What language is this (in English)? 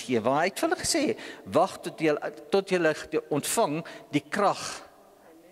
Afrikaans